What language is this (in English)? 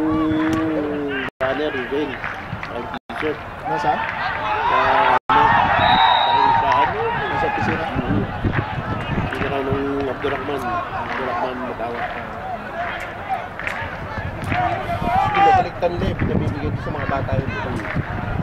Filipino